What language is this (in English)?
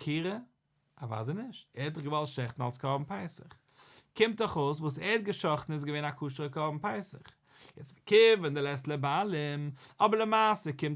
Yiddish